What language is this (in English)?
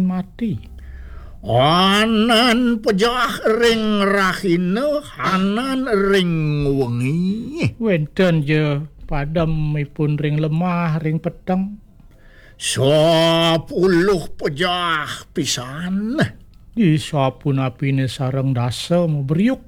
Balinese